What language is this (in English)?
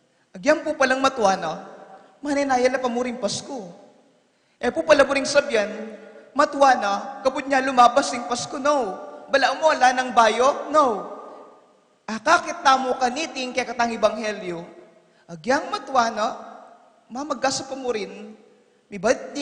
Pampanga